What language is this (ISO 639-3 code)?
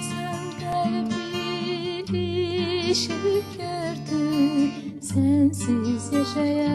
azb